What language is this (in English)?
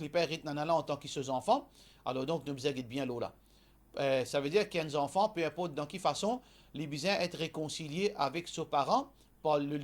Morisyen